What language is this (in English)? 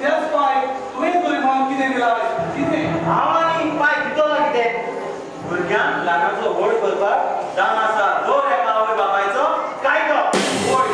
Konkani